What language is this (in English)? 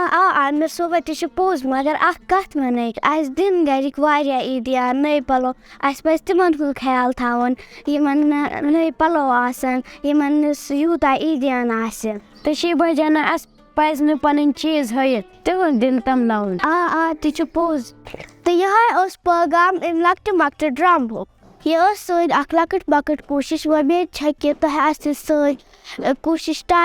Kashmiri